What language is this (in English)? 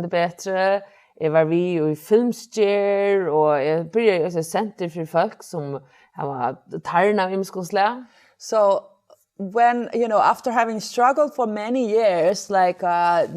Faroese